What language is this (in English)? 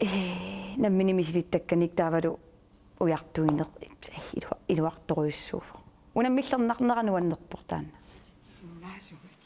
Kalaallisut